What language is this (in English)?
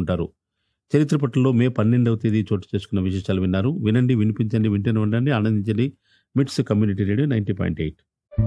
Telugu